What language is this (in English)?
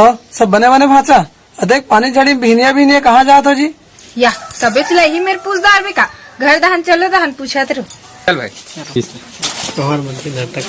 Chhattisgarhi